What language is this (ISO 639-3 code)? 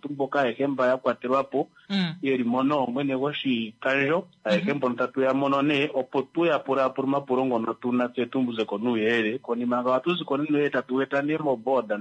kua